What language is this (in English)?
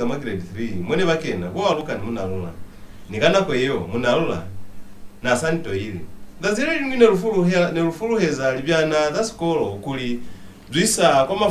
Lozi